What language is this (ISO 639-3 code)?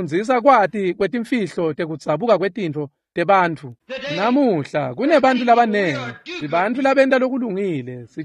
ssw